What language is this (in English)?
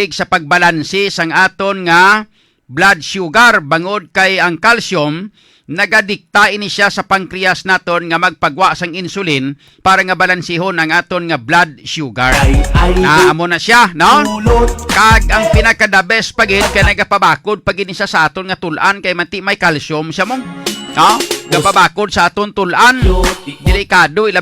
Hiligaynon